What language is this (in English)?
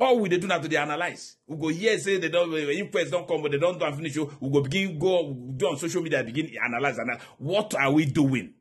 Nigerian Pidgin